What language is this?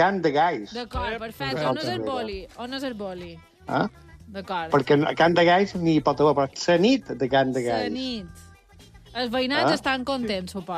Catalan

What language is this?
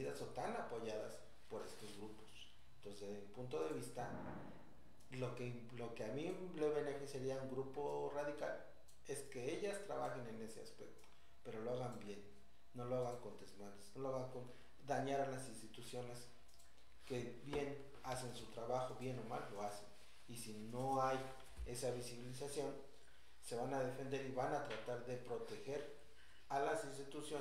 Spanish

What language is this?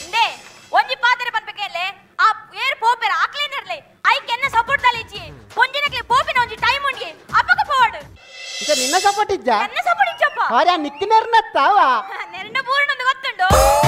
Tulu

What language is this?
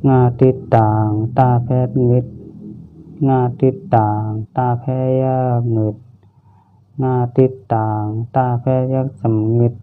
Shan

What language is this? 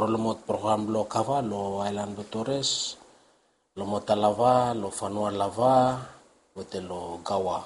Bislama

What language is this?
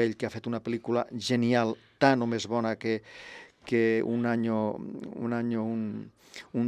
Catalan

